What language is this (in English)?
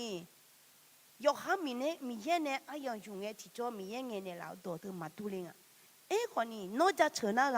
Akha